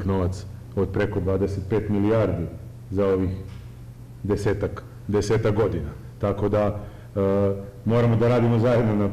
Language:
Serbian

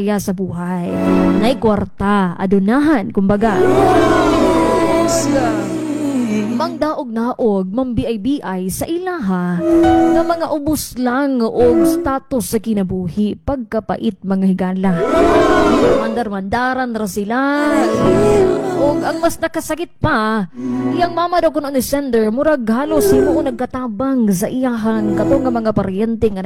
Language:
Cebuano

